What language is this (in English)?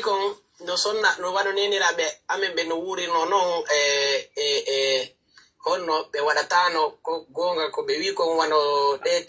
Pular